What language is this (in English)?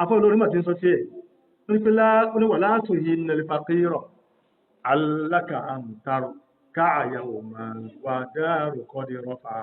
Yoruba